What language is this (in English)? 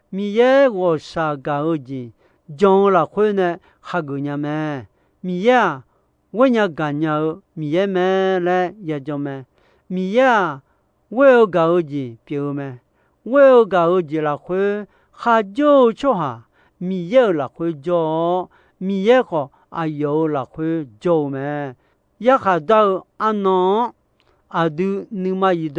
Akha